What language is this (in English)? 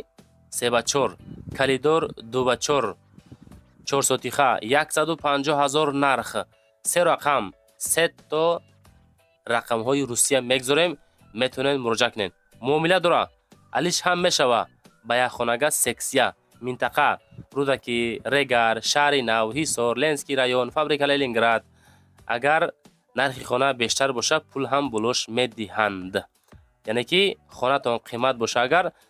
Tajik